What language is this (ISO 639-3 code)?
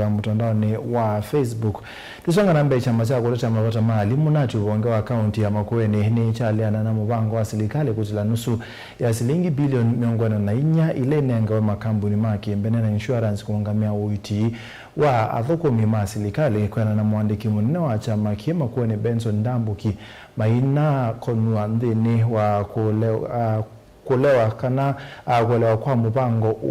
kam